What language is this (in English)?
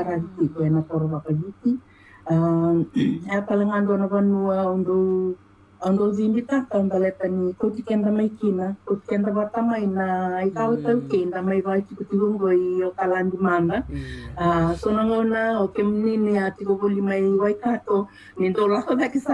Fijian